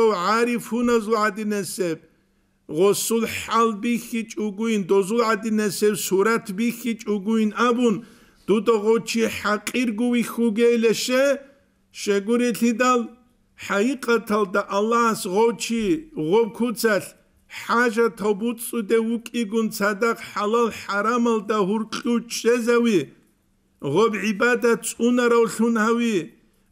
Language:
Avaric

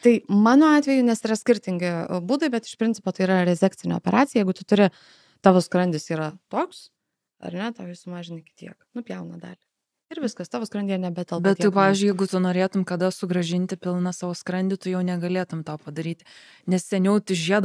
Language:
Lithuanian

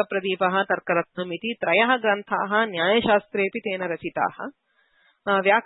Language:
Sanskrit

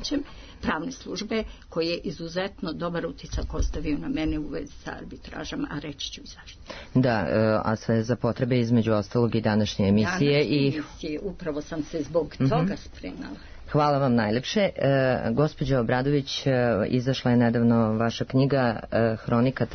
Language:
Serbian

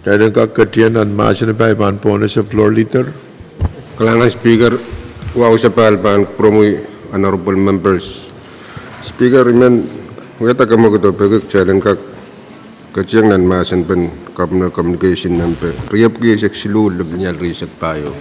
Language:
Pohnpeian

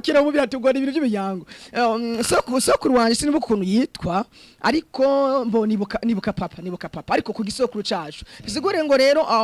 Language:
Rundi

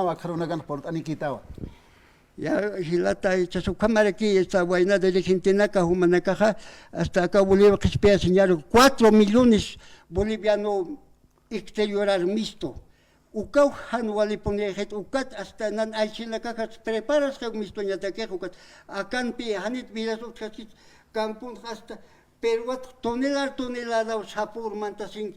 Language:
Aymara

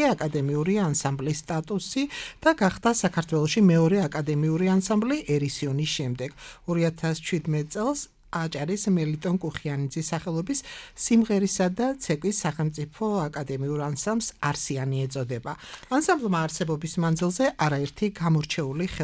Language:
Georgian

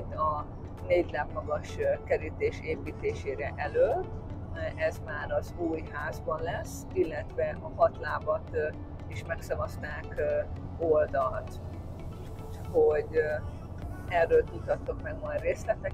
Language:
Hungarian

